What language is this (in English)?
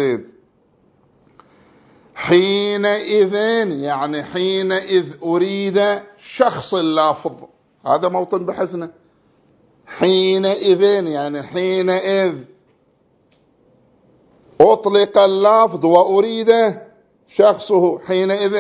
Arabic